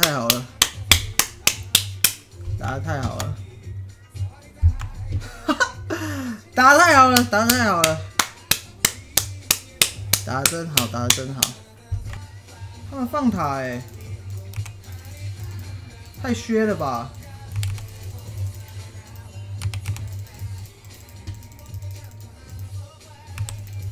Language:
Chinese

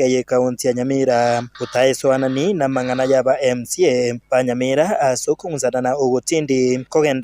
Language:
Gusii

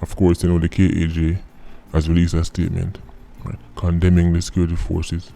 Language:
Jamaican Creole English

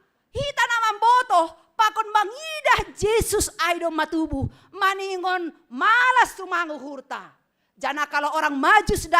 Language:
Batak Simalungun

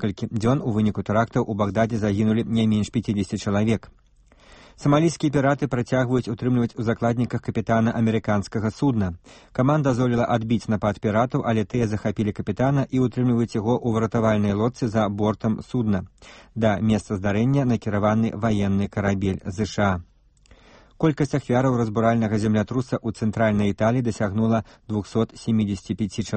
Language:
Belarusian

